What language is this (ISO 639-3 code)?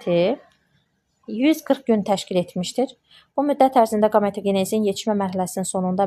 aze